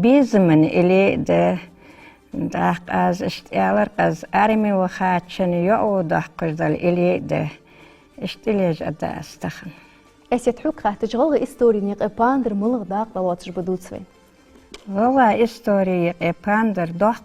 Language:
Ingush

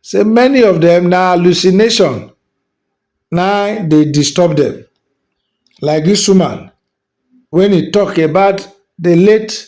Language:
Nigerian Pidgin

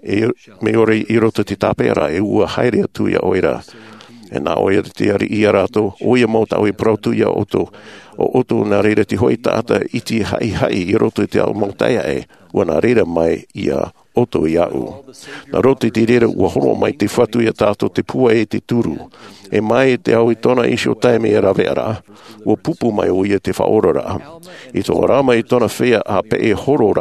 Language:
Tahitian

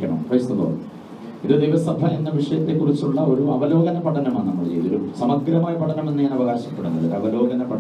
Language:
Malayalam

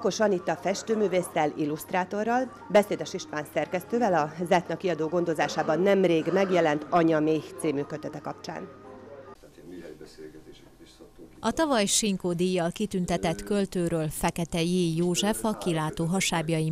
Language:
Hungarian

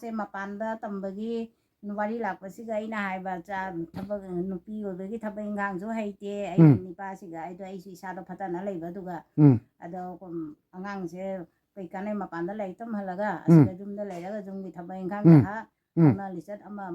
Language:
Manipuri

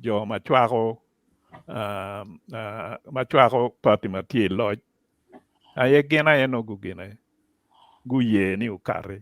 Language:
Acoli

